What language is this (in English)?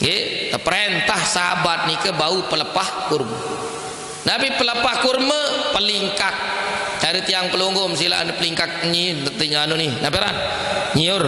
Sasak